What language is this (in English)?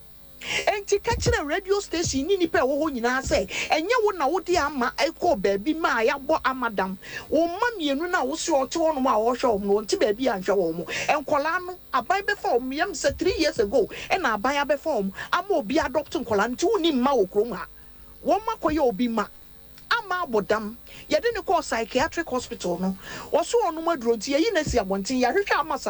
Akan